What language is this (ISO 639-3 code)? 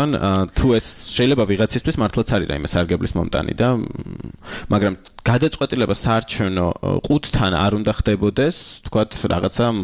kat